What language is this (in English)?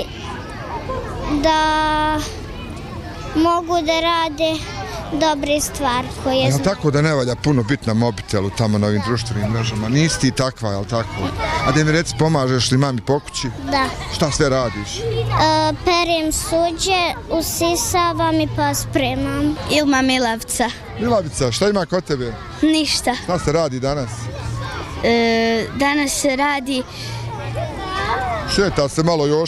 Bosnian